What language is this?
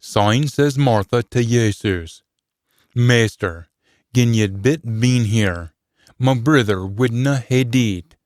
Scots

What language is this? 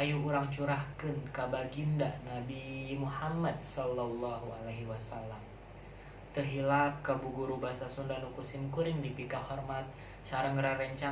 Sundanese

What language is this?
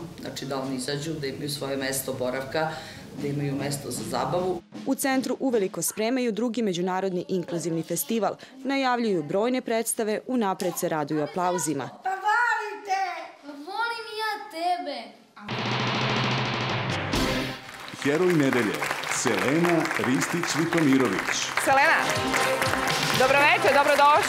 Serbian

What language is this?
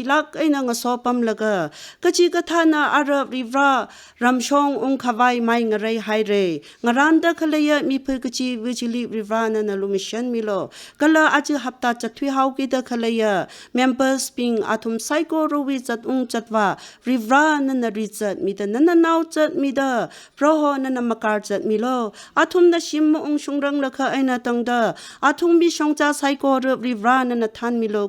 Tangkhul Naga (India)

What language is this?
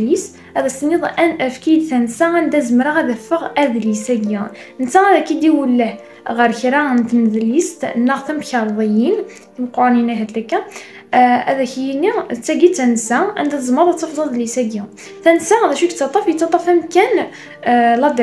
Kabyle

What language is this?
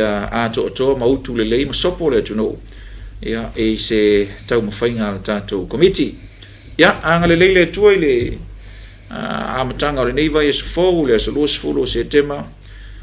Samoan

